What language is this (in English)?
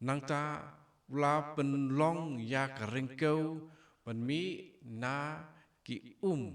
Khasi